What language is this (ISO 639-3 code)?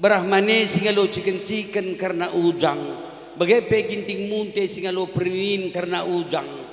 btx